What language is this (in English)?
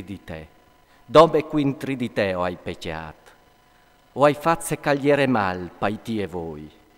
Friulian